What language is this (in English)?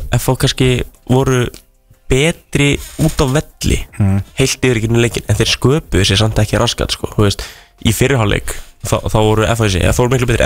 Icelandic